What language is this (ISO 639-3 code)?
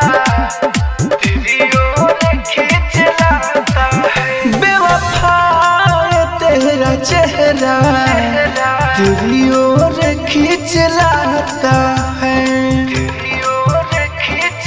bho